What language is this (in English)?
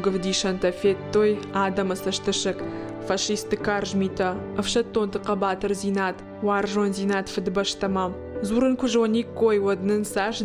Ossetic